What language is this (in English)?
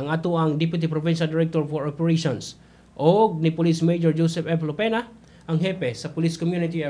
Cebuano